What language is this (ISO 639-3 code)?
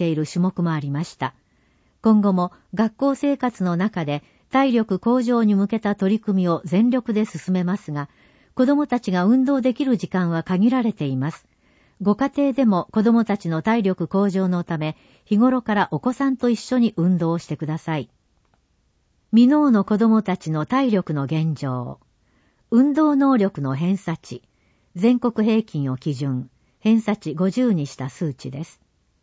jpn